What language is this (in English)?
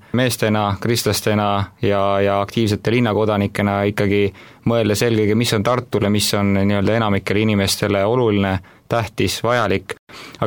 Estonian